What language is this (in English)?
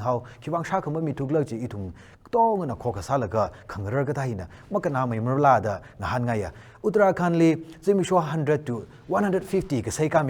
Tangkhul Naga (India)